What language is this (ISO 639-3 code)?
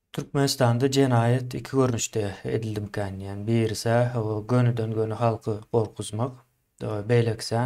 tuk